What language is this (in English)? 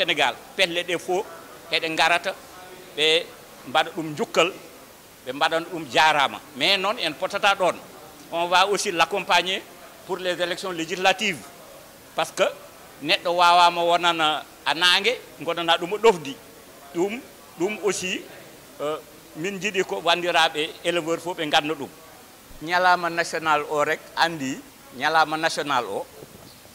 Fula